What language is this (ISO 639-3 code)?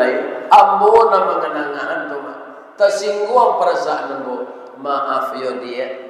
min